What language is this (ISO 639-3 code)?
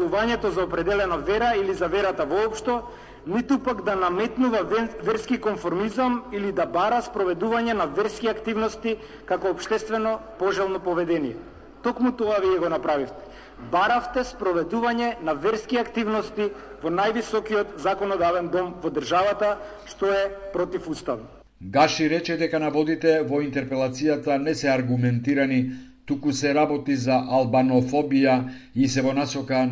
mkd